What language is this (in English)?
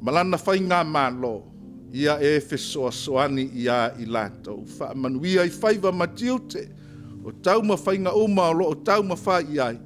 Samoan